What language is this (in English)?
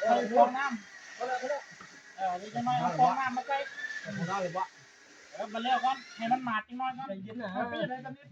Northeastern Thai